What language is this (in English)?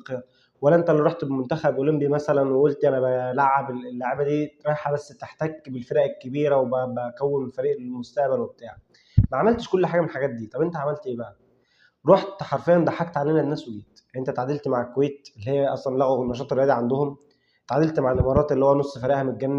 Egyptian Arabic